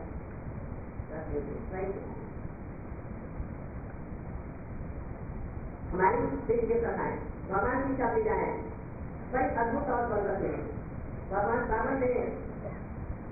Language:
Hindi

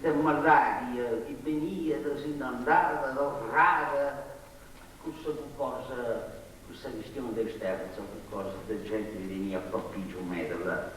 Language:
Sardinian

